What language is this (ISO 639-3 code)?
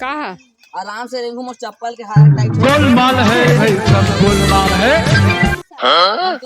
hne